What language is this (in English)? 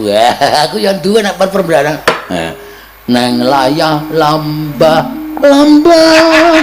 Javanese